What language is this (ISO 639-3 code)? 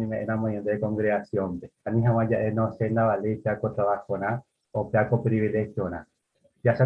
grn